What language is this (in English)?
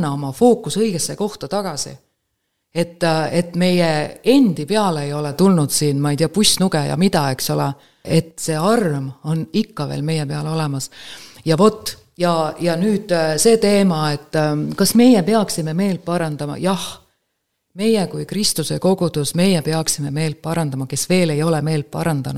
Estonian